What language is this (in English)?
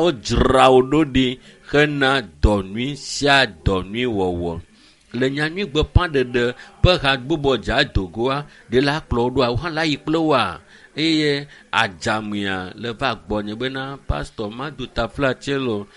Ewe